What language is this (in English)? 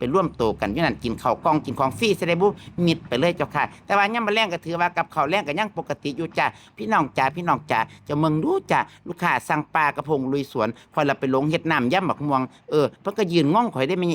Northeastern Thai